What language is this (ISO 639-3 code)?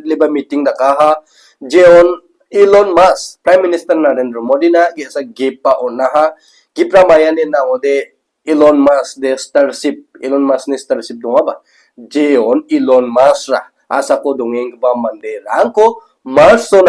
grt